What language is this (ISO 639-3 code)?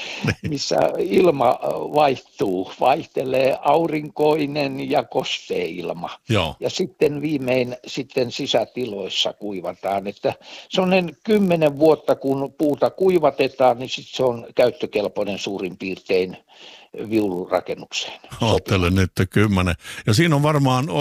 fin